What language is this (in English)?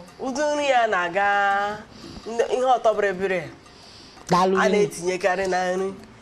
Igbo